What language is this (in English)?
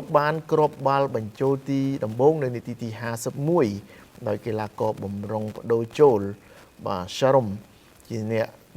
Khmer